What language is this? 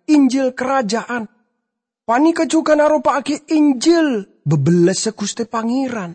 Madurese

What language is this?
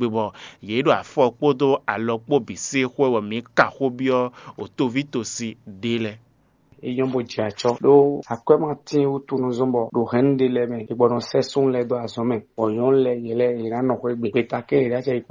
Fon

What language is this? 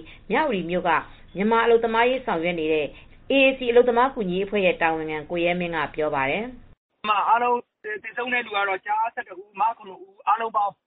Burmese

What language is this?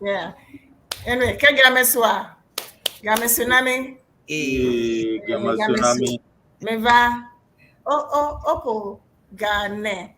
Ewe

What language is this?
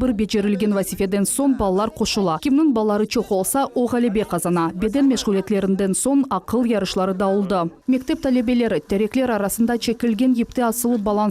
Crimean Tatar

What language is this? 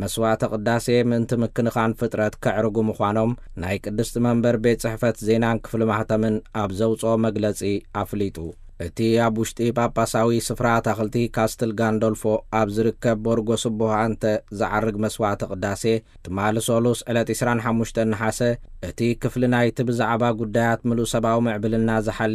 Tigrinya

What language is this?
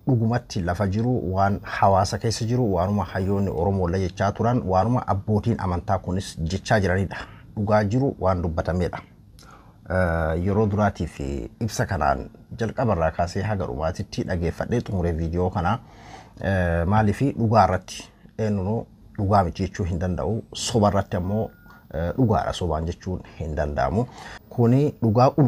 Oromo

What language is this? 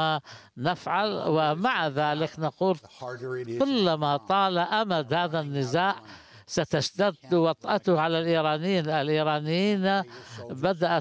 Arabic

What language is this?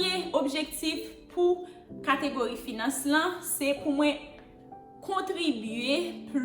Haitian Creole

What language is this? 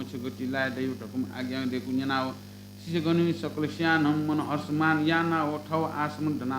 Newari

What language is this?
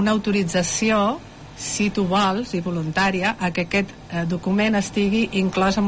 Catalan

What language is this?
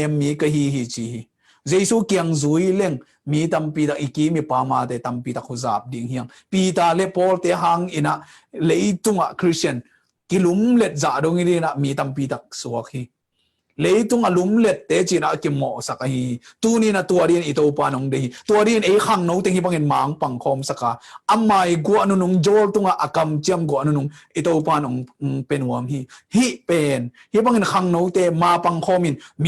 Tedim Chin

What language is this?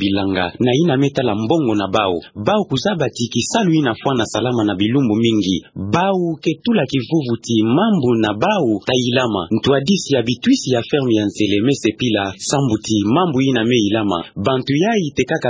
Kituba (Democratic Republic of Congo)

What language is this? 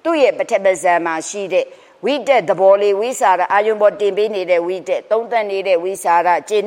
Burmese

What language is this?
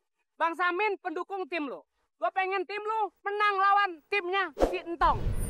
Betawi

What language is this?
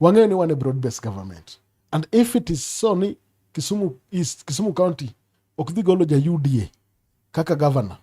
Luo (Kenya and Tanzania)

